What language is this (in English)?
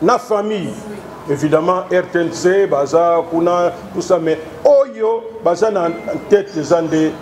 Lingala